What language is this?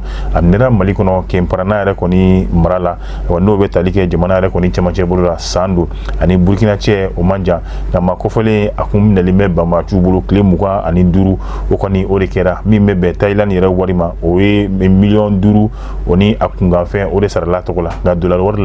Bambara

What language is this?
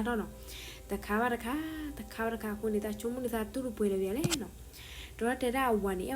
S'gaw Karen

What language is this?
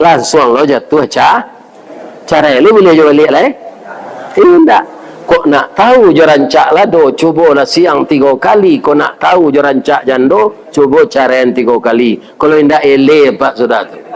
Minangkabau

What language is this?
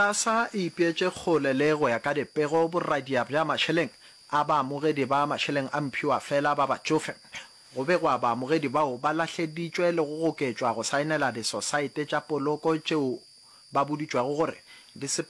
Northern Sotho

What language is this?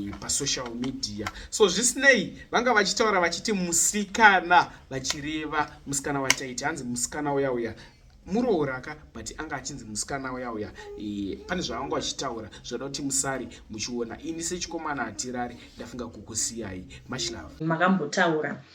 Shona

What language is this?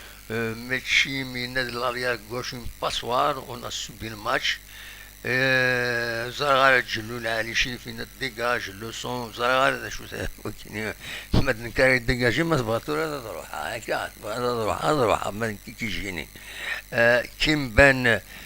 Kabyle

